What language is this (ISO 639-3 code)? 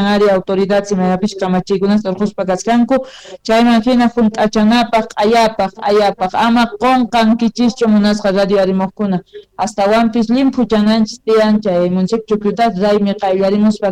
que